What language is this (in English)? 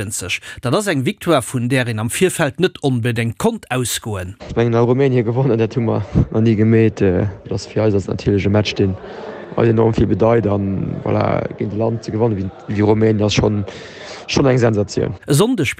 Luxembourgish